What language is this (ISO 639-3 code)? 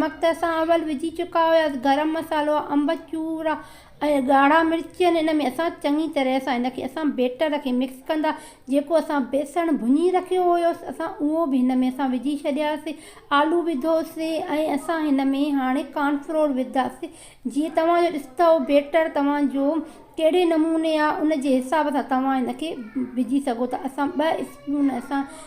snd